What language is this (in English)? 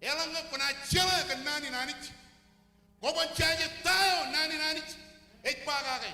Marshallese